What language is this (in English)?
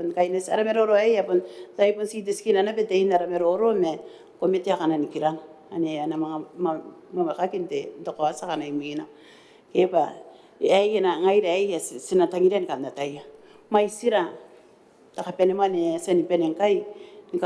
Gilbertese